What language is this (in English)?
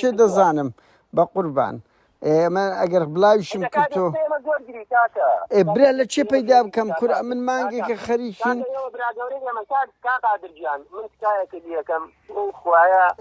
Central Kurdish